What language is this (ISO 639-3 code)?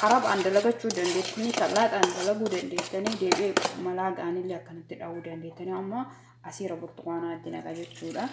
orm